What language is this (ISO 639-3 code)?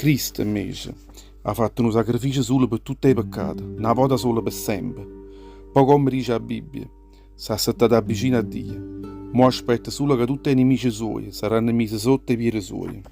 nap